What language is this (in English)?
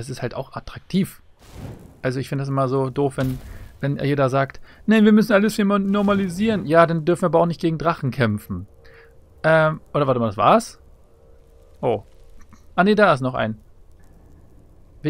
German